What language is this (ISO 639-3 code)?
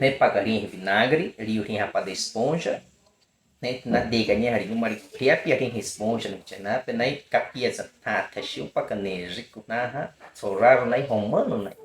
bwi